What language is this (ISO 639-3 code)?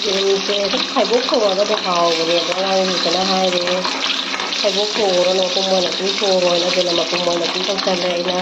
mni